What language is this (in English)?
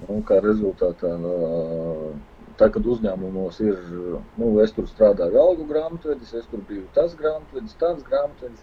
Latvian